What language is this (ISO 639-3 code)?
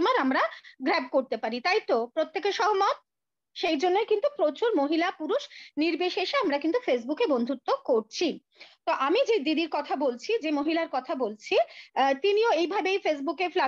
ben